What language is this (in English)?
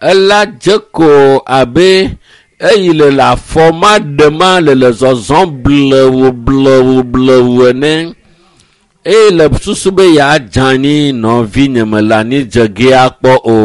Ewe